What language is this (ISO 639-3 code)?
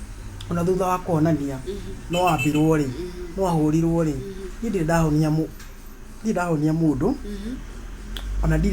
kik